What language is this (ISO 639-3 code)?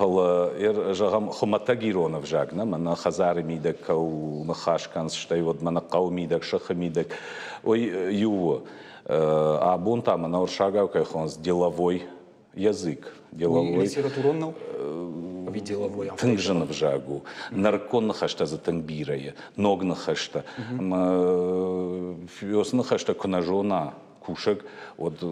oss